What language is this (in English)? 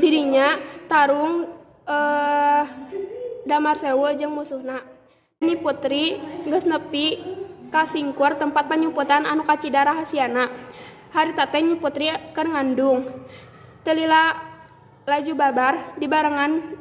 Sundanese